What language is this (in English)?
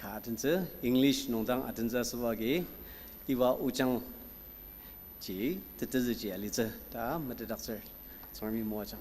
Ao Naga